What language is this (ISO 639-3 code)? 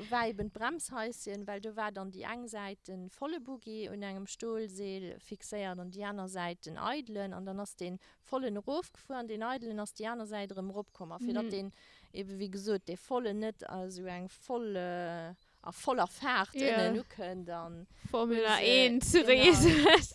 ltz